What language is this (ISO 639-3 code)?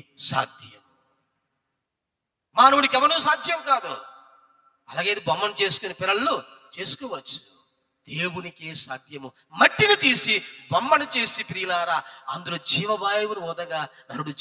tel